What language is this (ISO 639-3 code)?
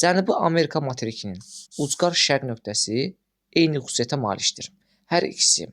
aze